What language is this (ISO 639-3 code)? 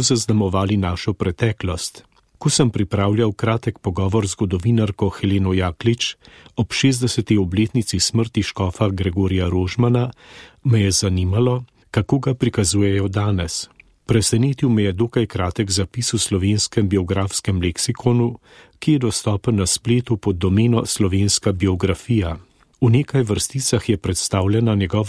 slv